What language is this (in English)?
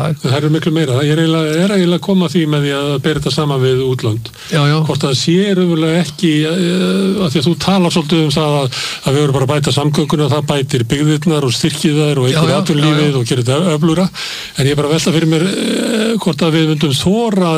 Icelandic